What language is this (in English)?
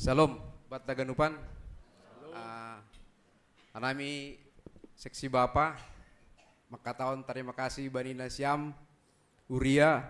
Batak Simalungun